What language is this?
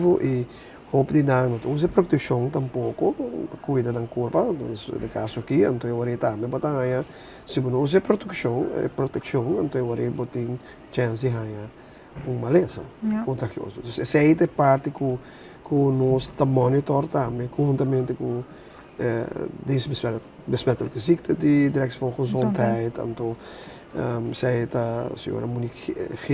Papiamento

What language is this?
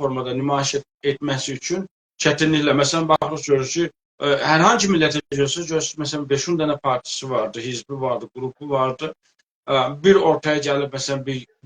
South Azerbaijani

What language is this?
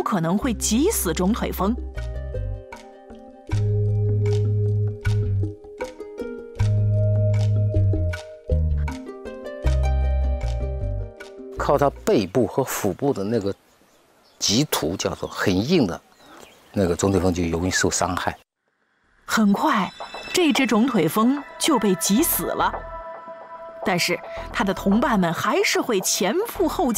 Chinese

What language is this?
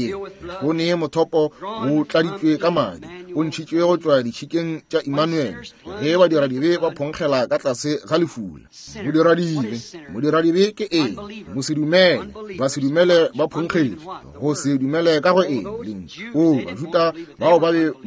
Northern Sotho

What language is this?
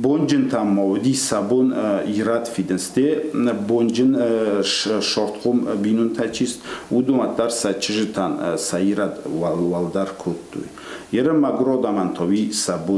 Ossetic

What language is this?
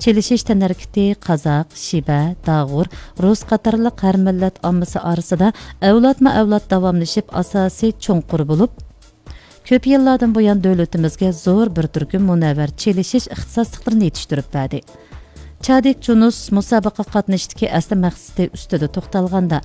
Uyghur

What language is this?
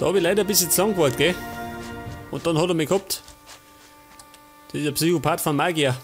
Bavarian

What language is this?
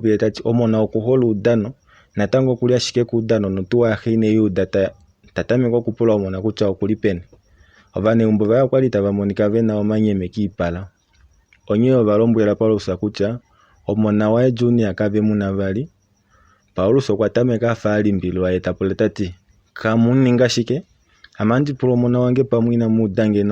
Kuanyama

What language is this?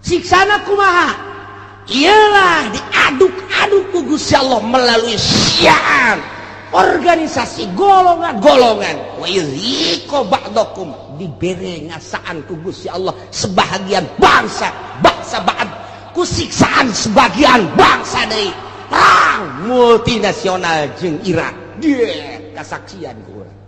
Sundanese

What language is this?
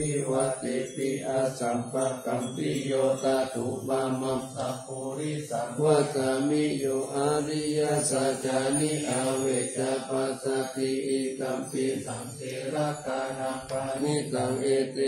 Pali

